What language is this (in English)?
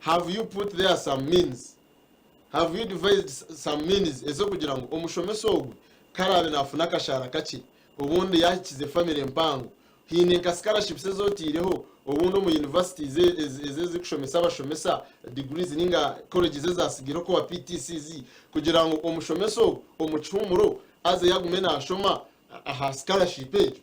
Nyankole